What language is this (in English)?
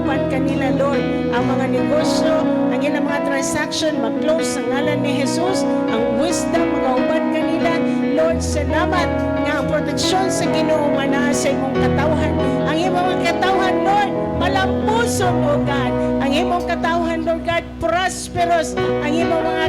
Cebuano